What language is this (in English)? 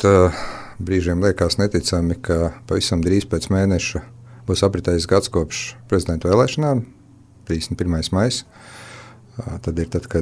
Latvian